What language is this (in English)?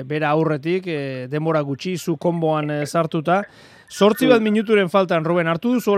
Basque